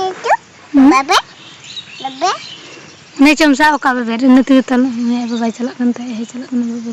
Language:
Santali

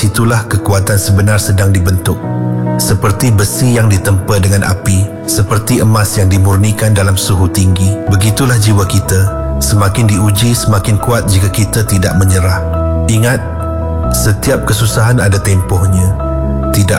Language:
Malay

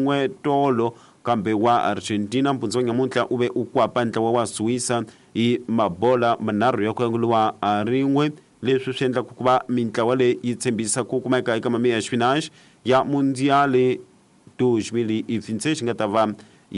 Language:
Tsonga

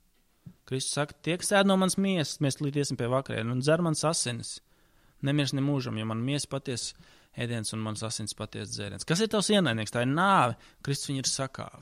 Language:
Latvian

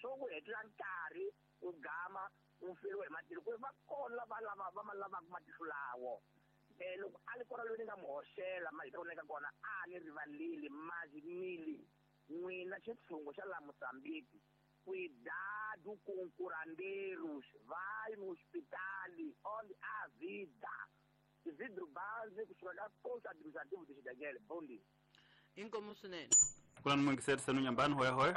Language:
Tsonga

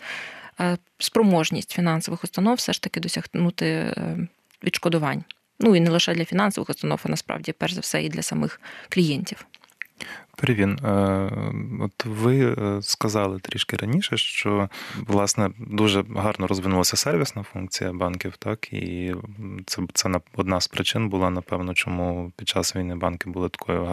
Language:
Ukrainian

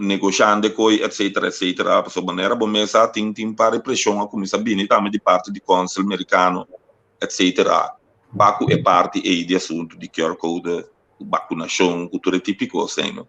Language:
Papiamento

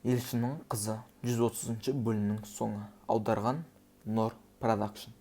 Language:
Kazakh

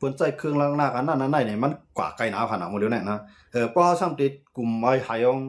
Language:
Shan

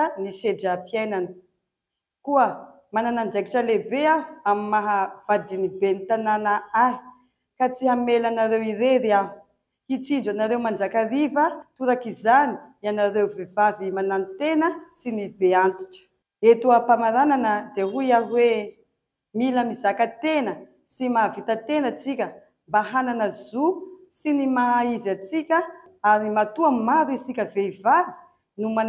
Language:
Malagasy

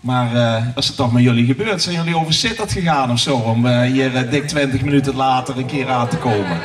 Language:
Limburgish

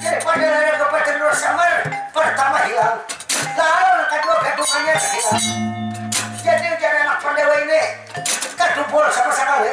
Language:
Banjar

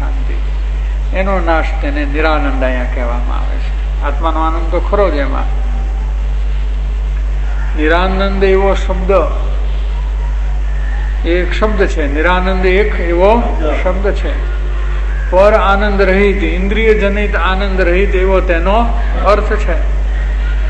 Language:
Gujarati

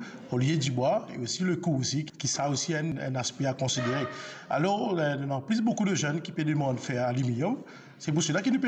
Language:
Morisyen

